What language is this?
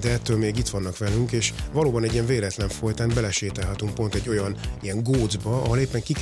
Hungarian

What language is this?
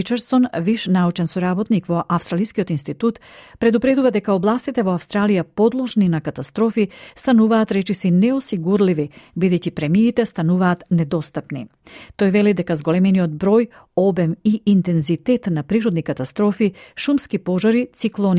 Macedonian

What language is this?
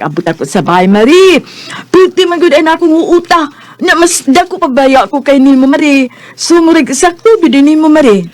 Cebuano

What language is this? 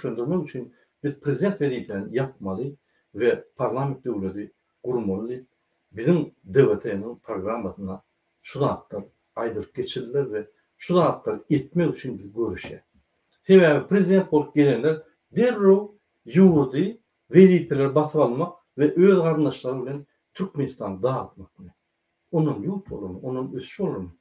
Turkmen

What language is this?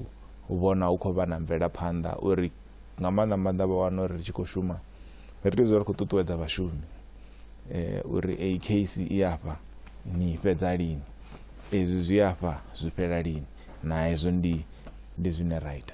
Venda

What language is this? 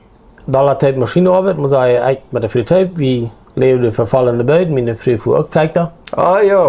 Plautdietsch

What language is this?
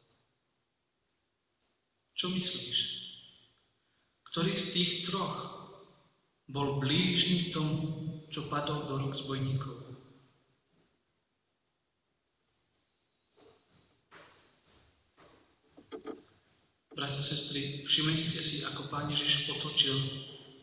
Slovak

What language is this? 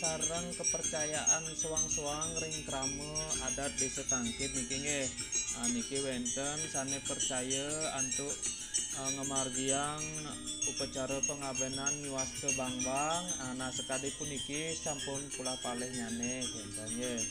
Balinese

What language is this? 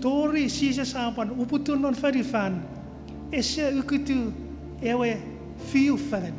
Chuukese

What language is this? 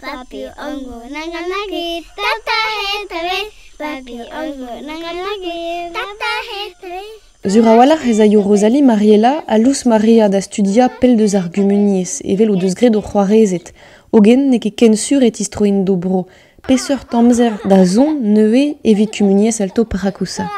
Breton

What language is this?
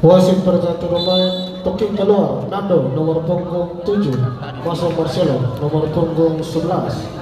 Ambonese Malay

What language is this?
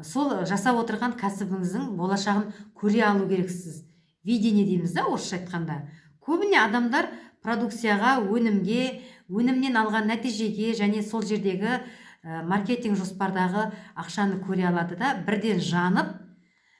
Kazakh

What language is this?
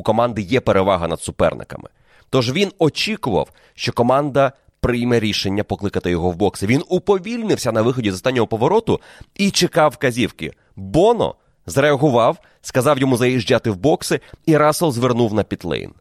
Ukrainian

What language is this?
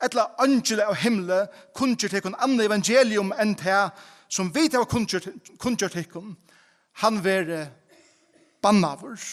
Faroese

